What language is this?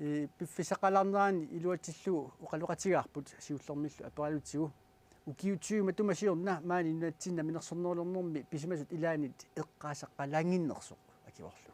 Kalaallisut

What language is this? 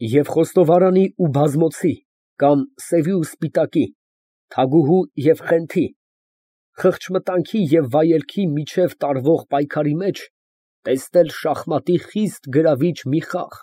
Armenian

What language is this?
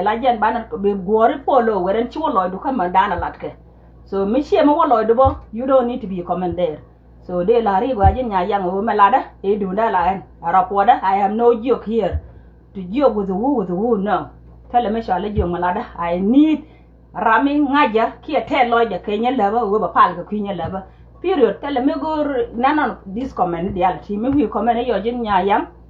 Nuer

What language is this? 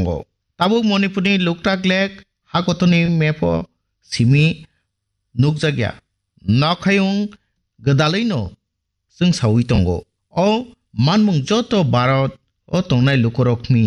Kok Borok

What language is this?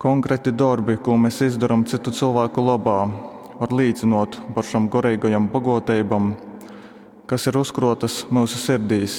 Latgalian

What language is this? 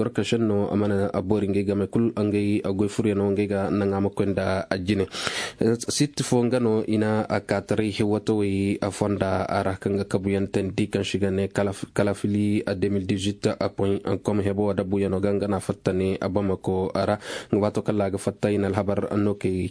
Koyraboro Senni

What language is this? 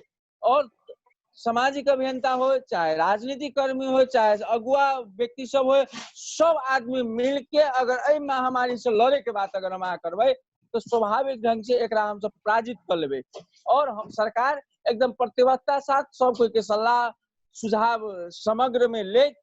Maithili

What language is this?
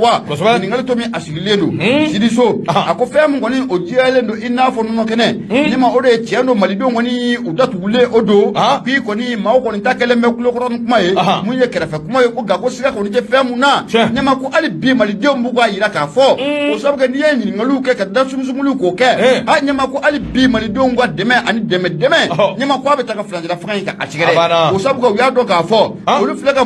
Bambara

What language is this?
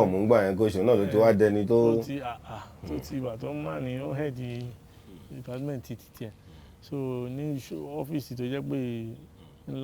Yoruba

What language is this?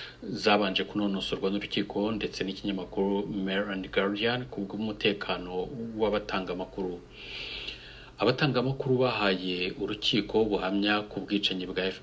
Kinyarwanda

